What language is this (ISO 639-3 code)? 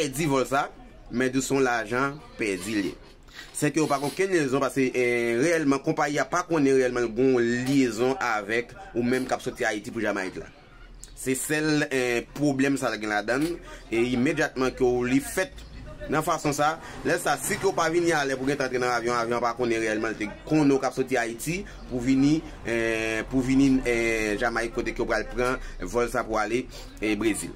hat